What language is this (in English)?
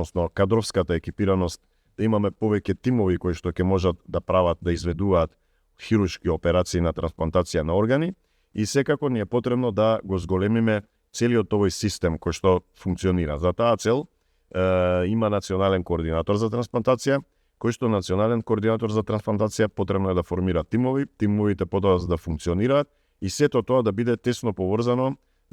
Macedonian